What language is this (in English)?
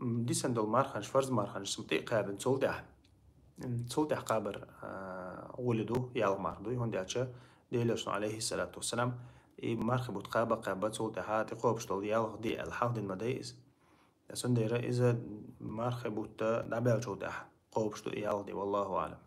Chechen